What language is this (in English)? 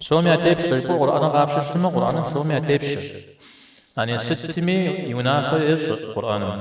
Kabardian